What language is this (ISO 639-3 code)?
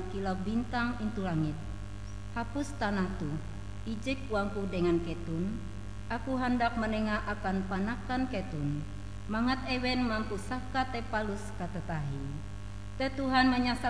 nij